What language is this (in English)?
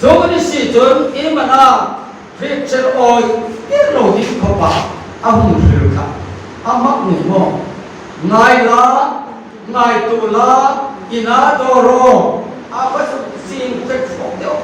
Hmar